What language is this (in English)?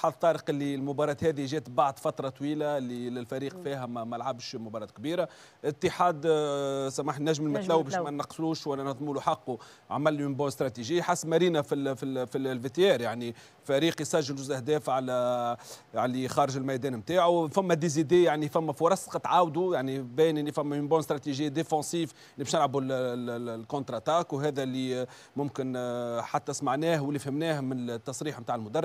Tunisian Arabic